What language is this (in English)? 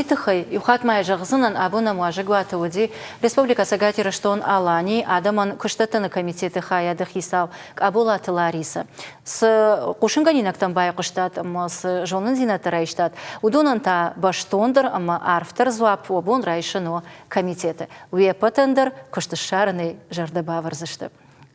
Ossetic